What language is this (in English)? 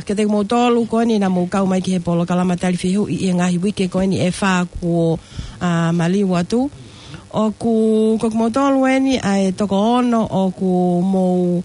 Tongan